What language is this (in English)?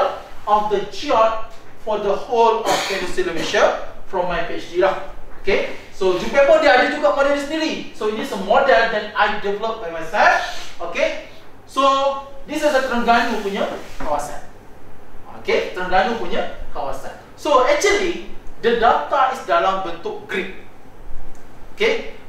Malay